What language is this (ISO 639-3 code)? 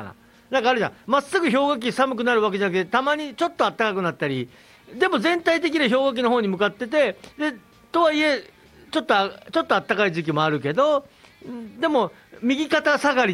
jpn